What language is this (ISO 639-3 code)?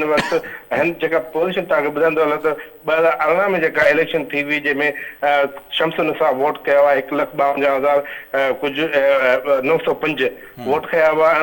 snd